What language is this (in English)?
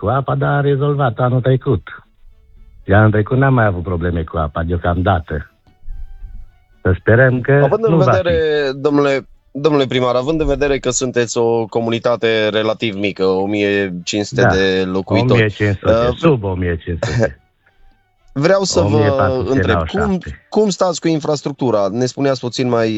Romanian